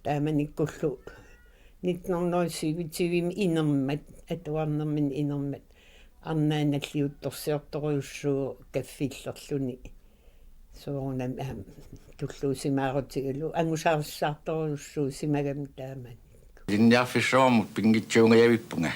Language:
Kalaallisut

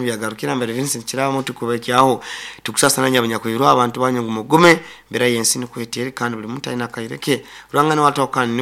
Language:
Nyoro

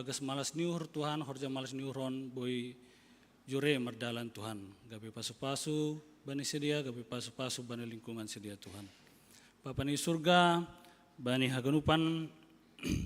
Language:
Batak Simalungun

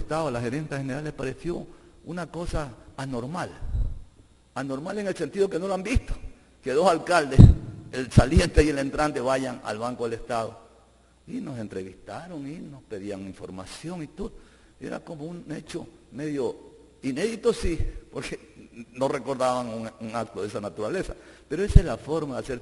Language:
Spanish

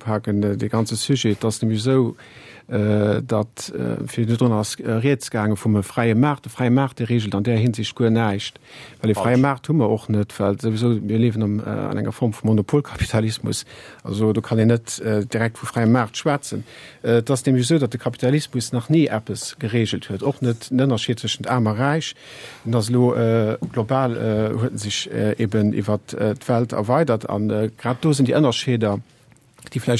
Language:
Luxembourgish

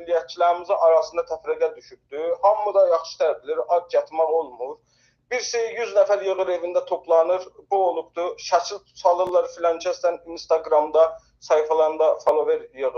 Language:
South Azerbaijani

